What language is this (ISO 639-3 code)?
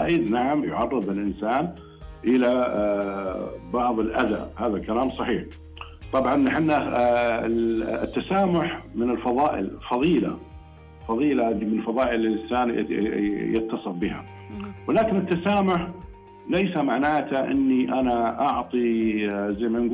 ars